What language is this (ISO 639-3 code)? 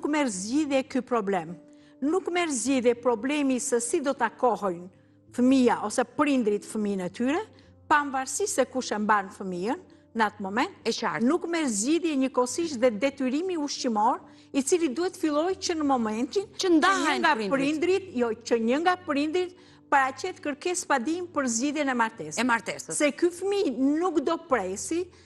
sqi